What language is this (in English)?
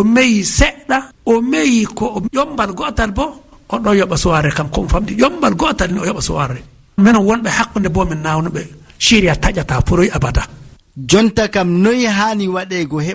Fula